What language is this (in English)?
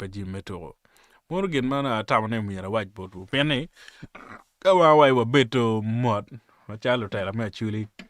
Acoli